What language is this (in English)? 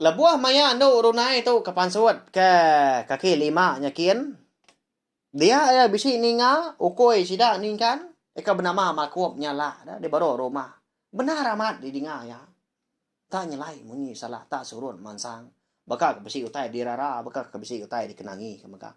Iban